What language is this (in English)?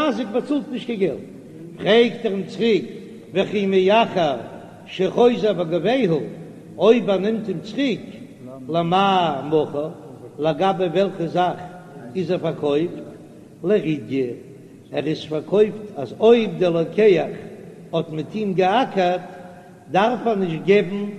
Yiddish